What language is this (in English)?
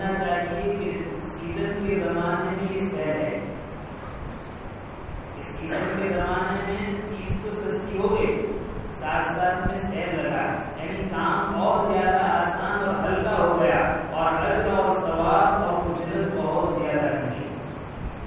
Urdu